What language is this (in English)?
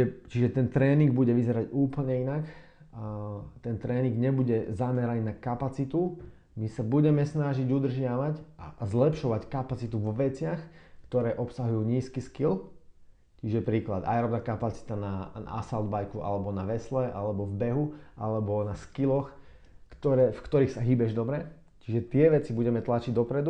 Slovak